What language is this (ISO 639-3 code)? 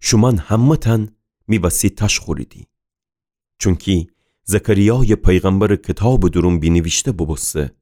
glk